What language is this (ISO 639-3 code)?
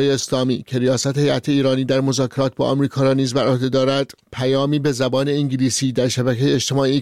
fas